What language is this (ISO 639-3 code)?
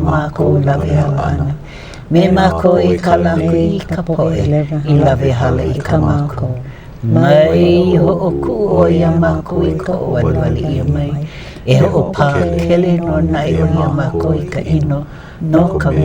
haw